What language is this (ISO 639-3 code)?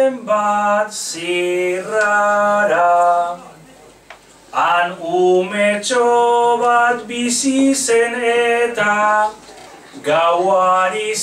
eus